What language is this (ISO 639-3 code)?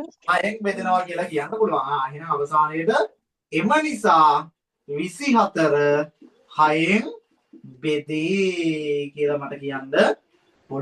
sin